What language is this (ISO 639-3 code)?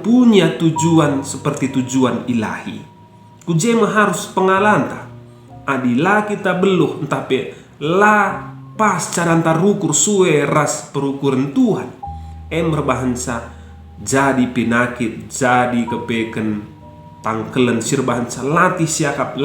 btx